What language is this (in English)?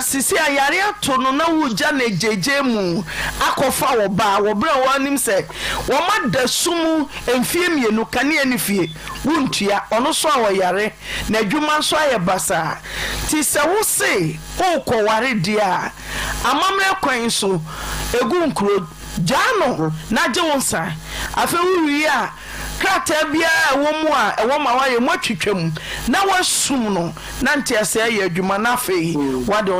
Akan